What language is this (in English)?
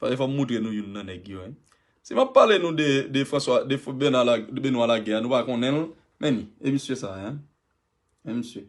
Haitian Creole